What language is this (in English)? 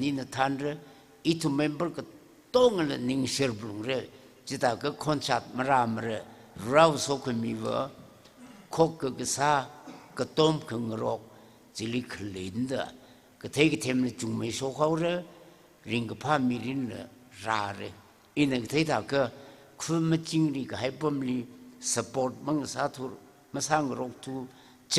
Tangkhul Naga (India)